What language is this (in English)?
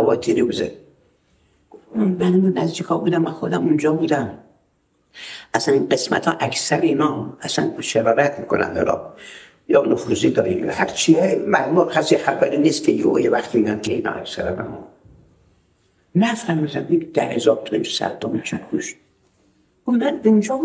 Persian